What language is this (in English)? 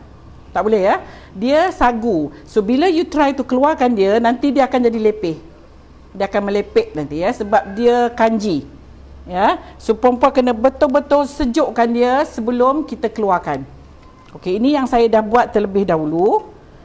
Malay